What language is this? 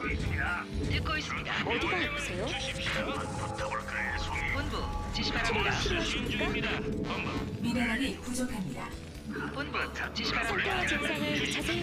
Korean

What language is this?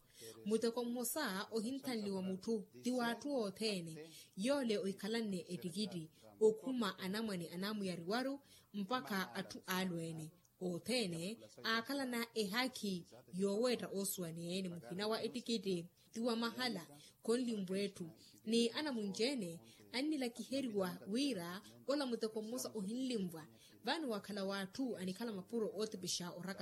Makhuwa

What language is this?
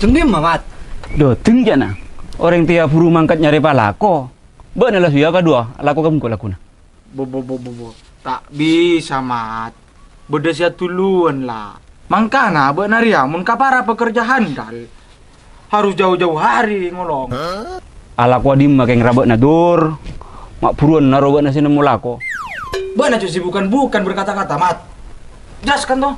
Madurese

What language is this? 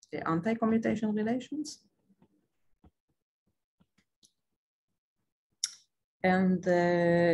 English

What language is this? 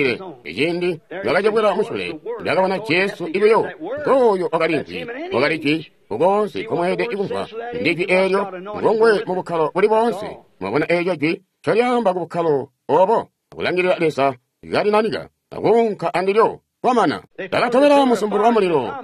Tonga (Zambia)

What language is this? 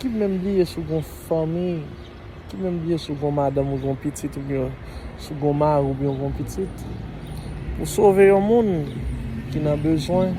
Haitian Creole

